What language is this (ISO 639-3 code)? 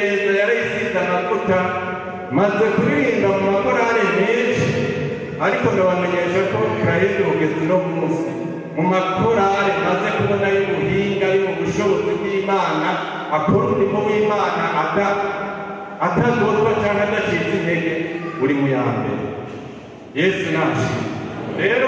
run